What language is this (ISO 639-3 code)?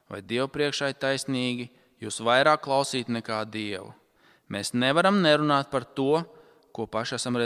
lav